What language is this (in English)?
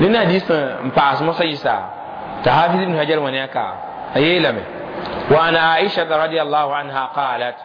Mossi